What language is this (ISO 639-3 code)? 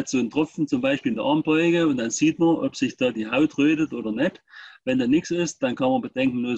deu